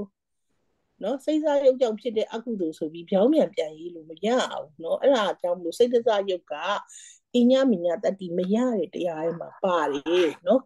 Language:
Burmese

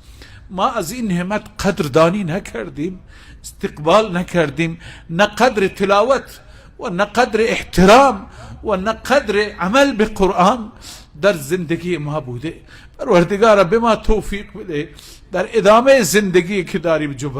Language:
Persian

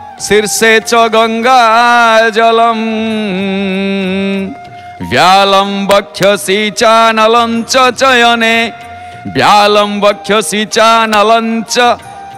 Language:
Odia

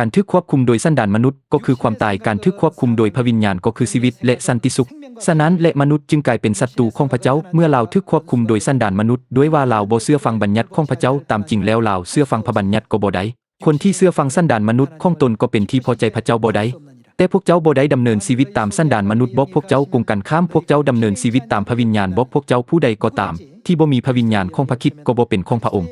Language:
Lao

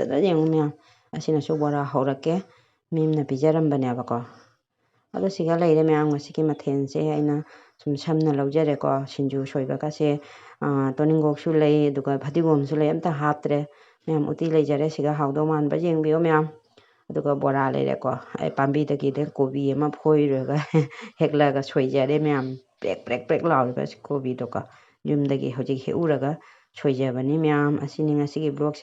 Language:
Manipuri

